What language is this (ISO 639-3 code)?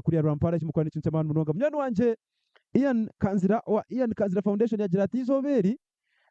nyn